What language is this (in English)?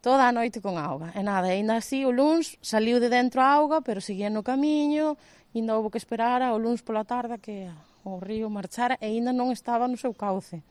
Galician